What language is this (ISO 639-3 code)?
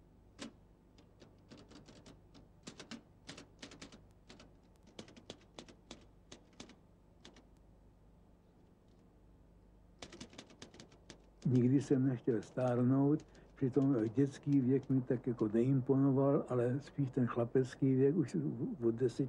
ces